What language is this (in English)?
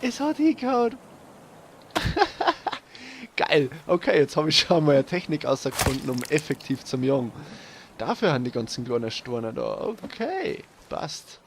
Bavarian